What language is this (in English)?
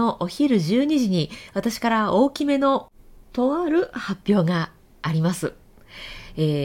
Japanese